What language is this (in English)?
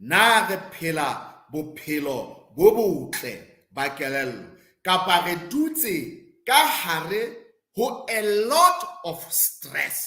Southern Sotho